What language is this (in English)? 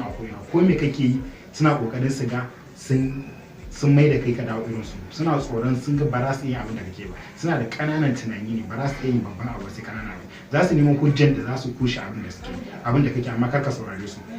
Hausa